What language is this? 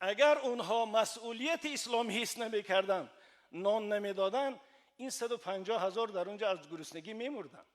Tajik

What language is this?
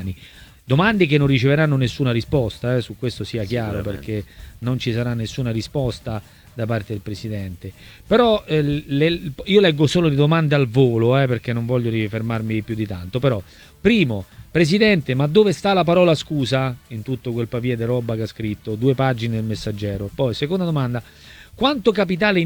Italian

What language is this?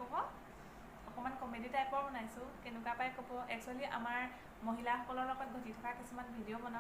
Assamese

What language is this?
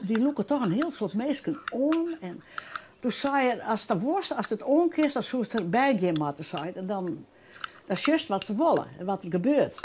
Western Frisian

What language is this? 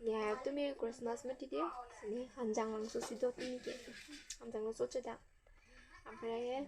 Karbi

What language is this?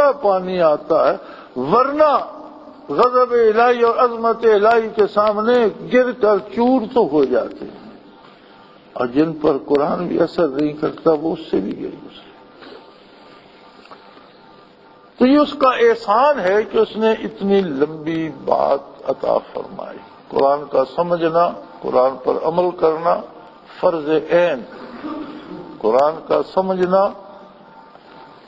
Urdu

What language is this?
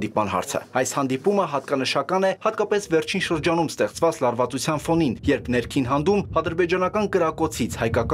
Armenian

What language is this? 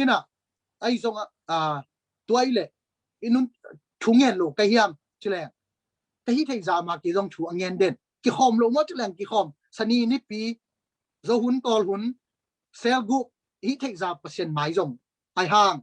Tedim Chin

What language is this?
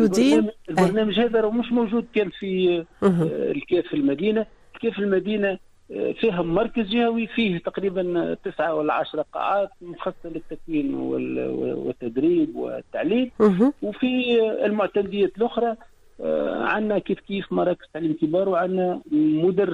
Tunisian Arabic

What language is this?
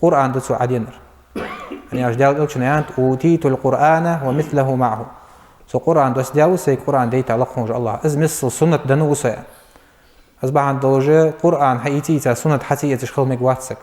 Ingush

